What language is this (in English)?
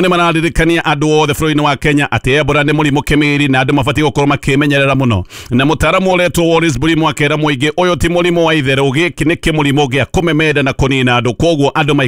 Kikuyu